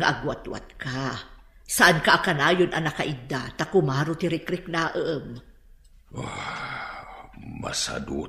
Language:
Iloko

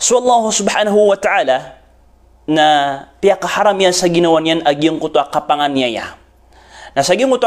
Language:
Maranao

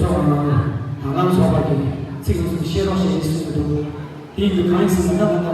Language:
Tibetan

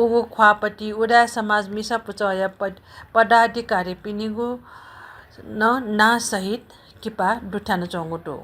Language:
Newari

